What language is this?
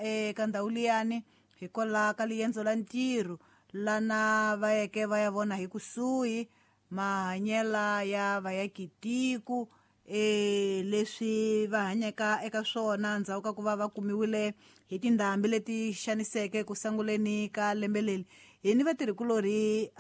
Tsonga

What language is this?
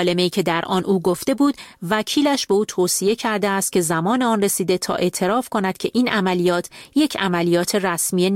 Persian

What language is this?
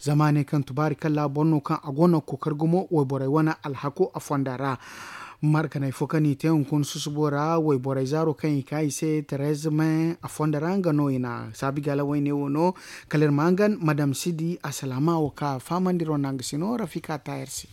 Zarma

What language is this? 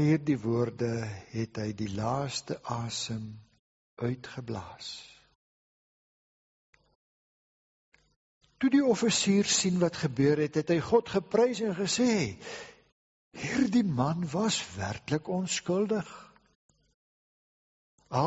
Afrikaans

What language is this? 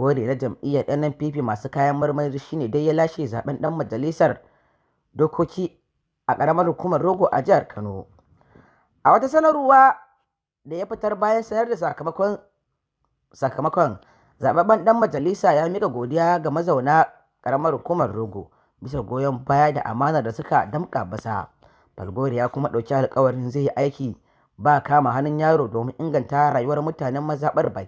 Hausa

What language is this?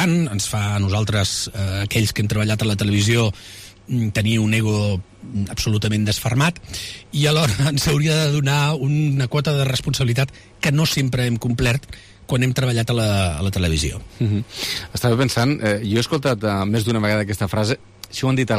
Catalan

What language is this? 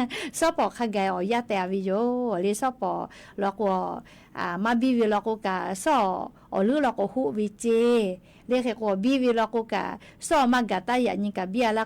Lahu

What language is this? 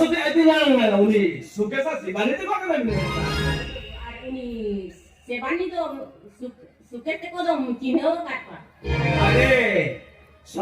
Santali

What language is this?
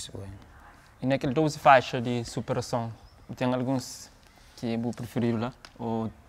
Kabuverdianu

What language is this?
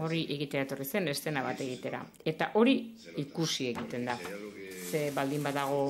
Basque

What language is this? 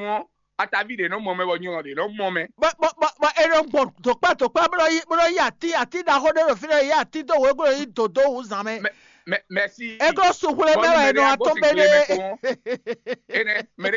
Fon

